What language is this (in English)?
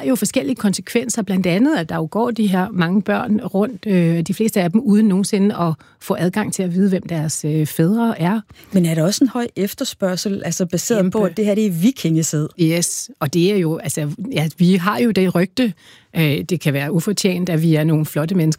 Danish